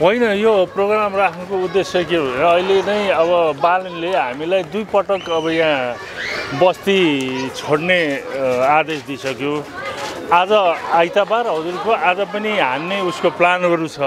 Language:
Nepali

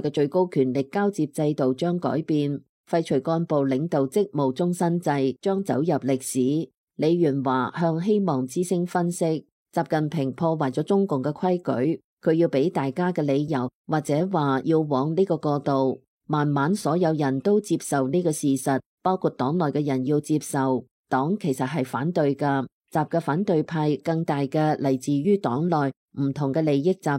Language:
Cantonese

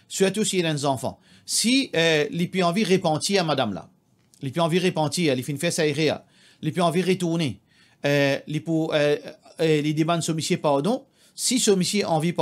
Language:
Morisyen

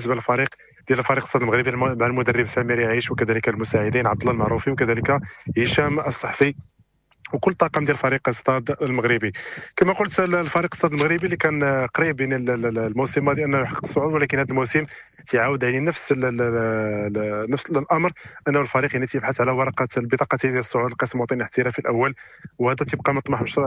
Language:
Moroccan Arabic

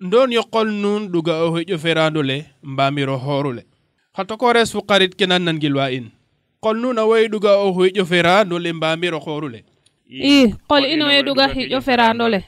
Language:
Serer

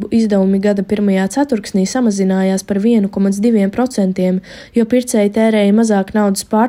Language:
Latvian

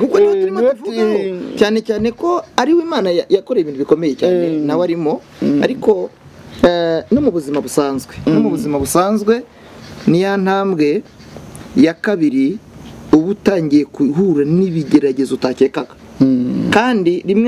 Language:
Kinyarwanda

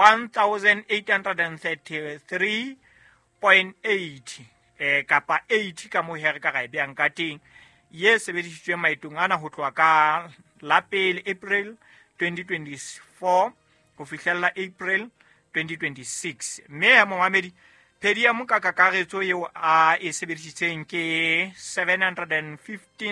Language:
Southern Sotho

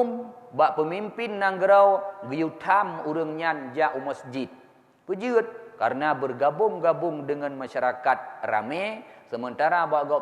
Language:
Achinese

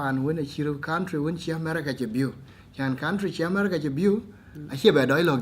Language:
Dinka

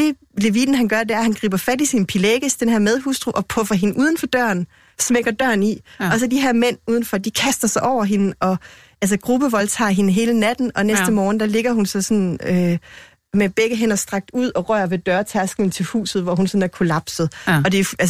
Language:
Danish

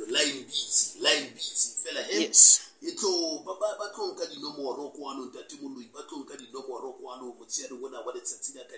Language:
Southern Sotho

